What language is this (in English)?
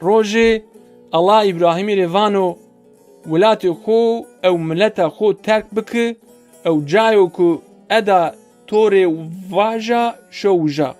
Zaza